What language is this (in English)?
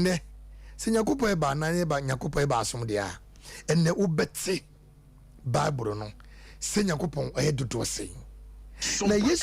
Akan